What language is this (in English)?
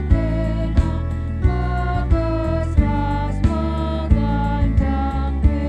Batak Karo